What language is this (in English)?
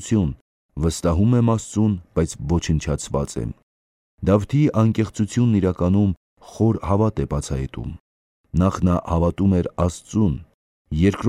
Armenian